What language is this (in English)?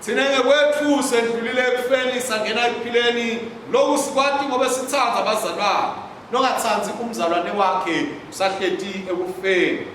Swati